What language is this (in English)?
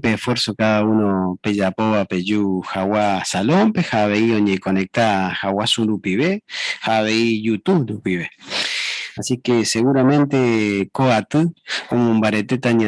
Guarani